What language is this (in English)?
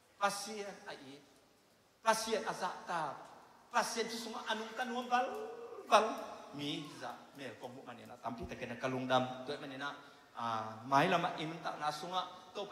Tedim Chin